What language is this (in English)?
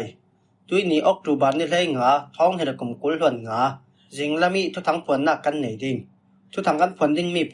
Falam Chin